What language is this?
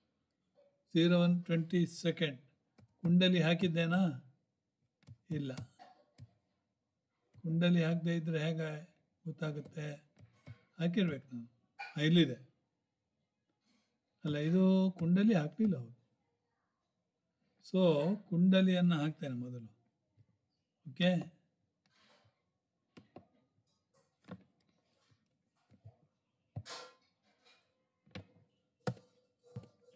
Kannada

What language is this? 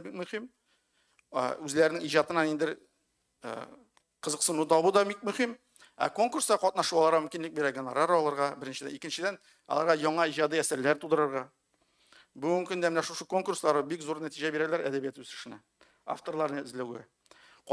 Tatar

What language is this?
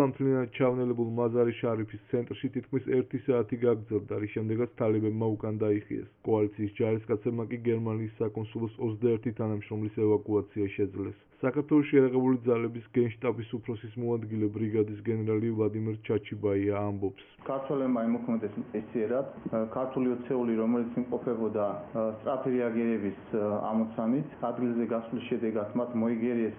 Georgian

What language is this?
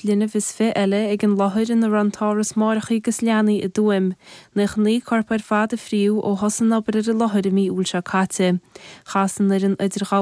Irish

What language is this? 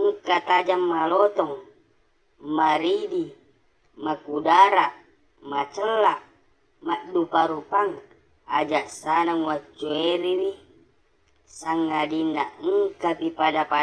Buginese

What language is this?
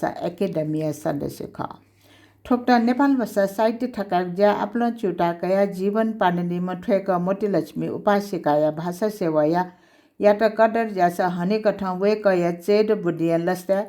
Newari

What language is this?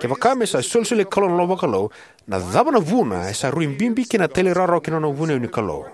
Fijian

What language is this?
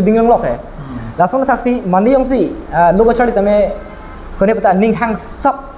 Karbi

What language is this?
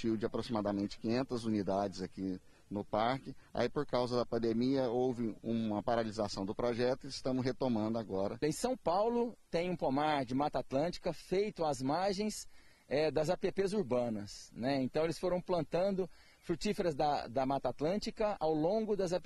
Portuguese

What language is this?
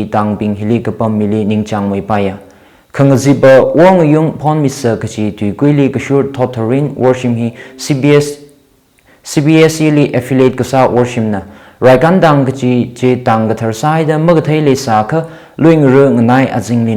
Tangkhul Naga (India)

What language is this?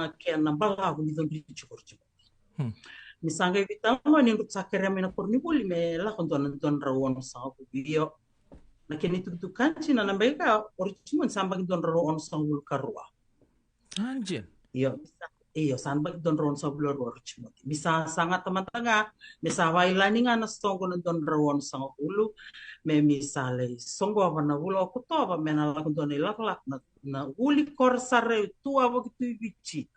Fijian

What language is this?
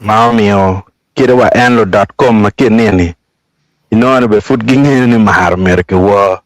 Acoli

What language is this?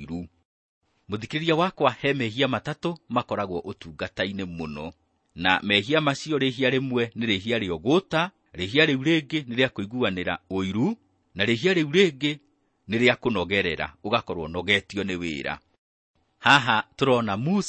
Kikuyu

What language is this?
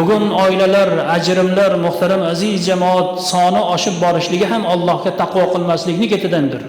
Uzbek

